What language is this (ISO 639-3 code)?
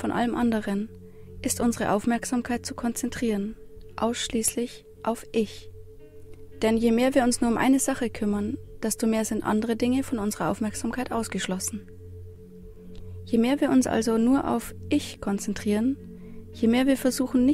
deu